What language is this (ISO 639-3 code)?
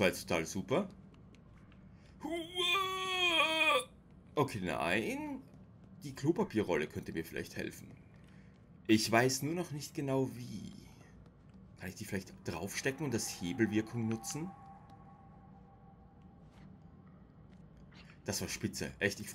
deu